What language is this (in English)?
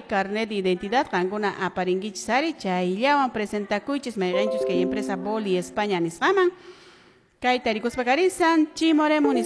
Quechua